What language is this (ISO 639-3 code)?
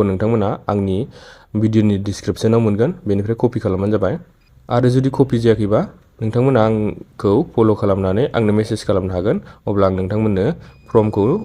brx